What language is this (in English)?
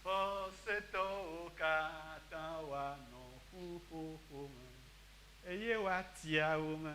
Ewe